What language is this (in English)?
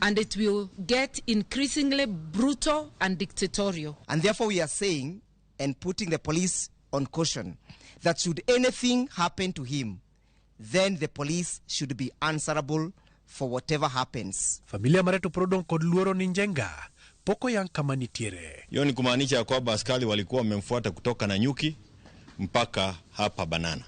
Luo (Kenya and Tanzania)